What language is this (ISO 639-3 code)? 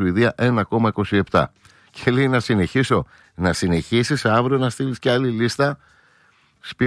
ell